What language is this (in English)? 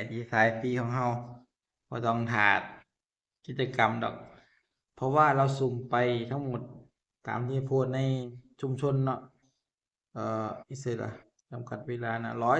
Northeastern Thai